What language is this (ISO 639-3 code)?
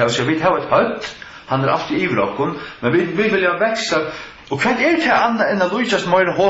fao